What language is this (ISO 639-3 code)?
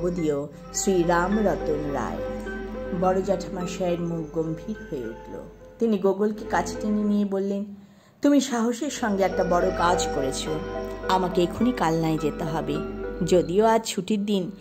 ben